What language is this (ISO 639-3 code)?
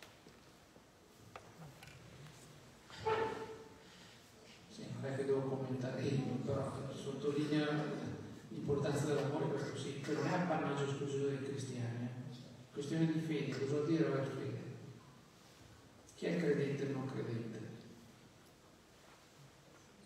ita